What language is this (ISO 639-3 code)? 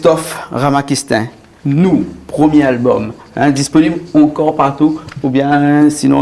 rcf